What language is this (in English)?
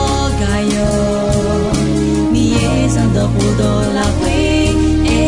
Akha